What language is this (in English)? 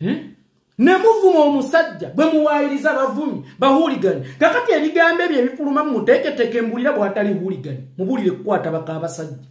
Ganda